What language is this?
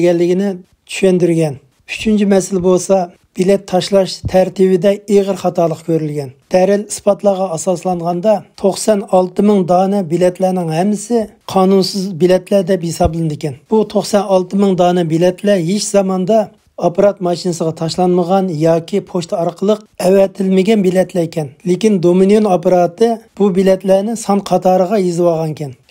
Uyghur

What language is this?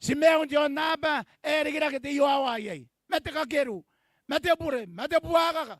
Gilbertese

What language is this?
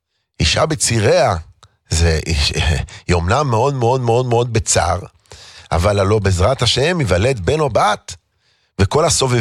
Hebrew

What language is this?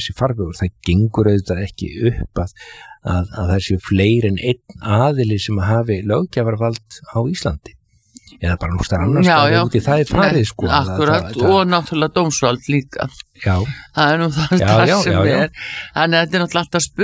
Icelandic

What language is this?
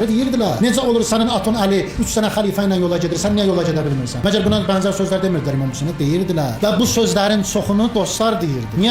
Azerbaijani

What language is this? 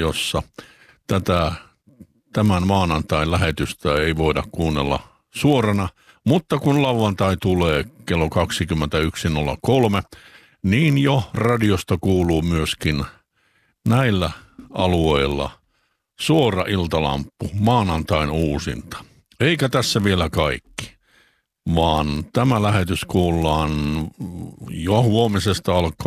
Finnish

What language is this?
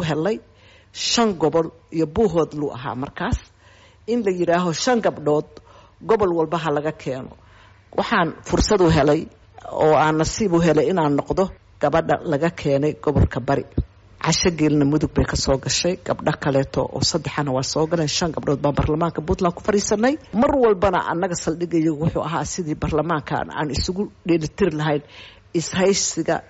Somali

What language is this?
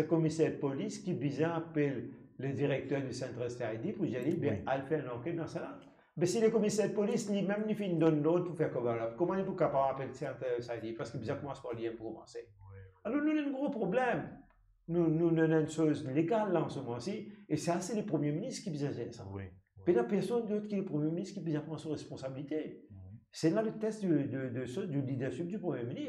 Morisyen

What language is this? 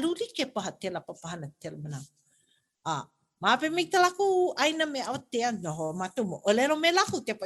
Hawaiian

